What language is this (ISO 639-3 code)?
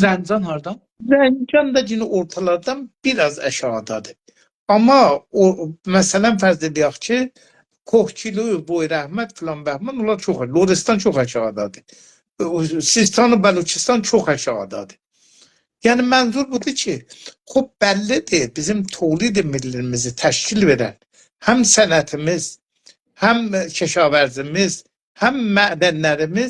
azb